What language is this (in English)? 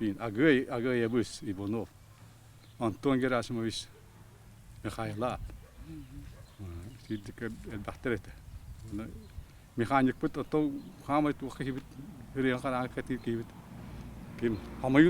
Yakut